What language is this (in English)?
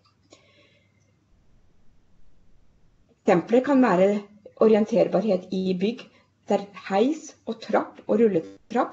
Norwegian